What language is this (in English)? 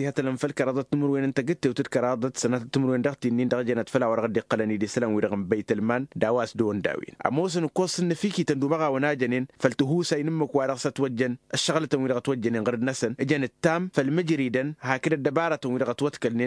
Tamasheq